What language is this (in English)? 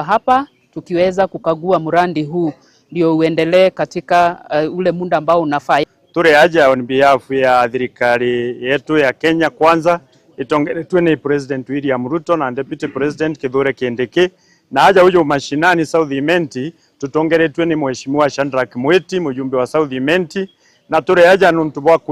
Meru